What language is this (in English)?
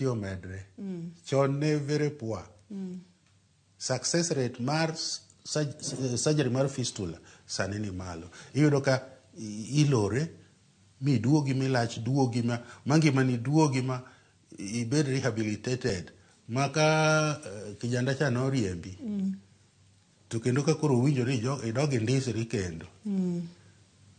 Luo (Kenya and Tanzania)